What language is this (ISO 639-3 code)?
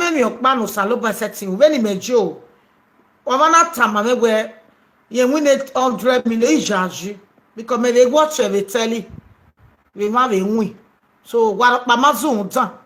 pcm